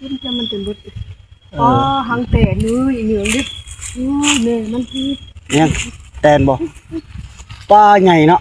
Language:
Northeastern Thai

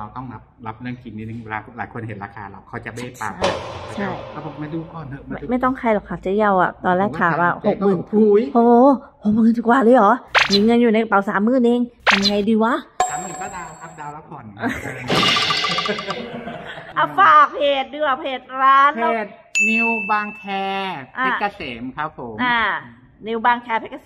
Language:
Thai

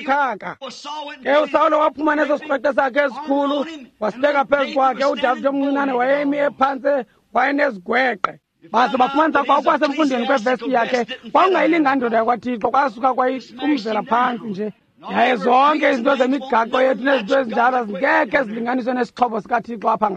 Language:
Xhosa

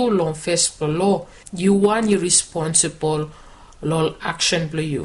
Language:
Bislama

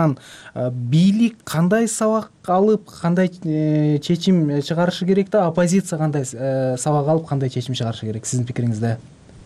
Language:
Kyrgyz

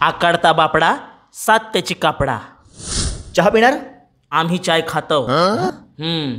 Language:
Konkani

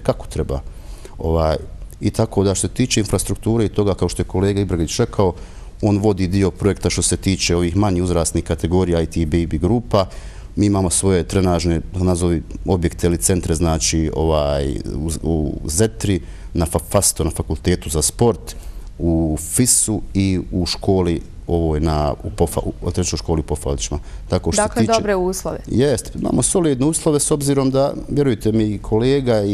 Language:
Bosnian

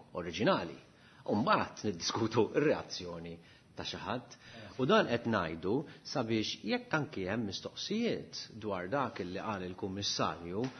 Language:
Maltese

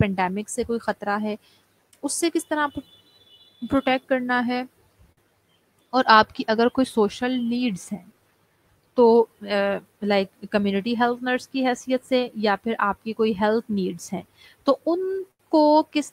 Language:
Urdu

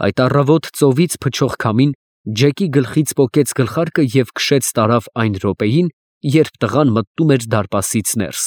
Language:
Armenian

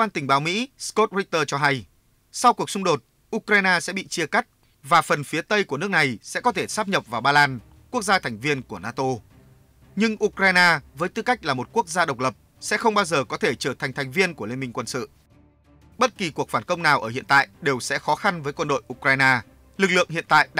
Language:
Vietnamese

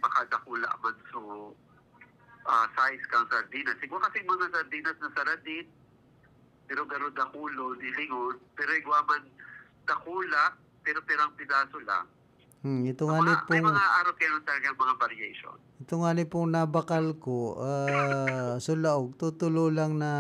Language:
Bikol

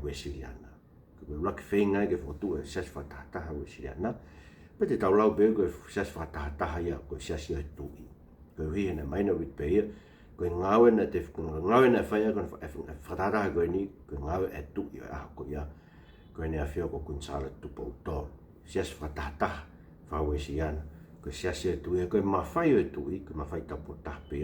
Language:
Tongan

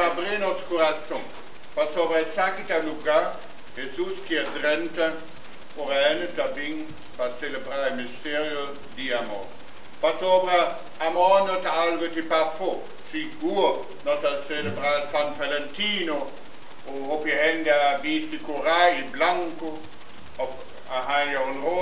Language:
Papiamento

